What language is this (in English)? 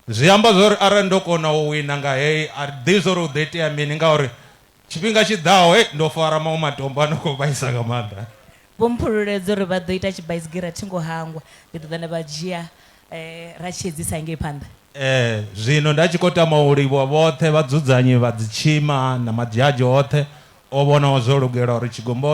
Venda